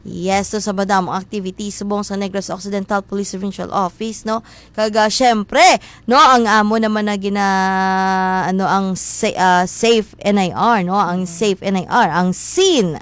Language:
Hiligaynon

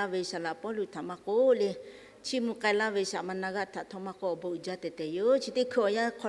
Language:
Lahu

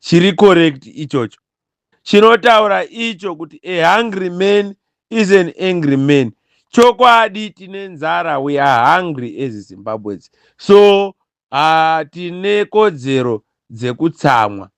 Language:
Shona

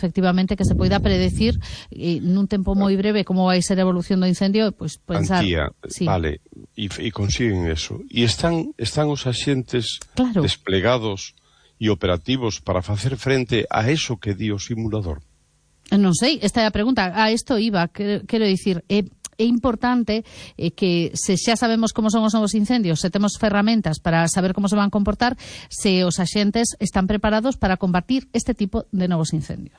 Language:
Galician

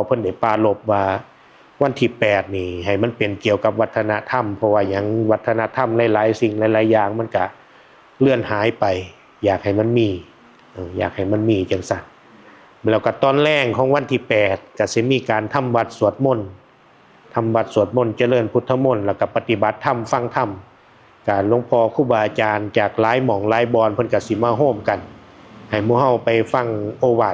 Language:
Northeastern Thai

